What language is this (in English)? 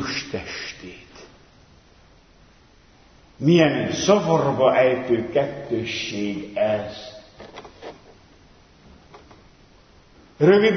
Hungarian